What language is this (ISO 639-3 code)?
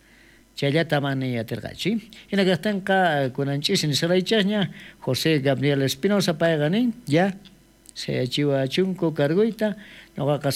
quh